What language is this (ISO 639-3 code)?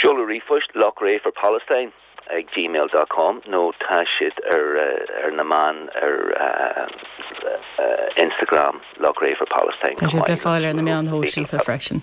gle